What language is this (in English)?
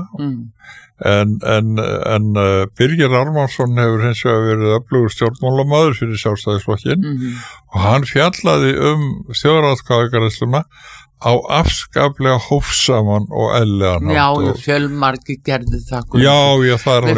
Icelandic